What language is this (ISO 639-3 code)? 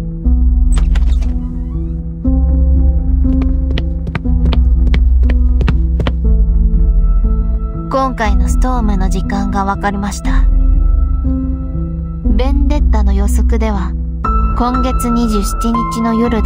jpn